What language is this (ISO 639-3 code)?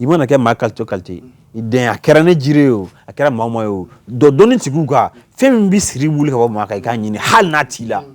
bam